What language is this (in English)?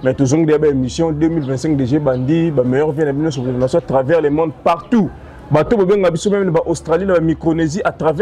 Lingala